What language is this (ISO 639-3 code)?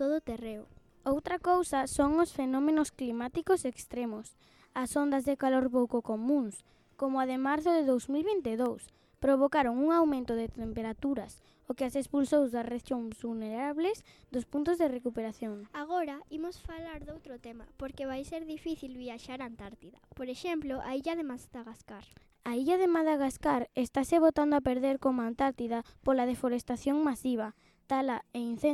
glg